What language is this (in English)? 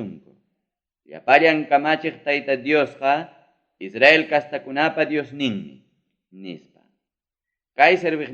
Ayacucho Quechua